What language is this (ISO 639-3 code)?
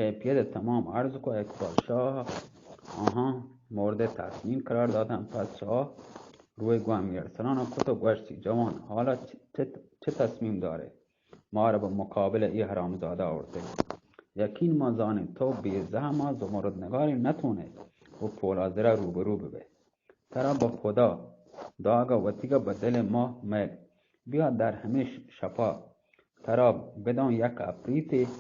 bgp